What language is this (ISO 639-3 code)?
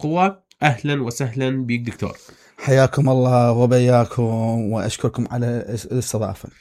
acm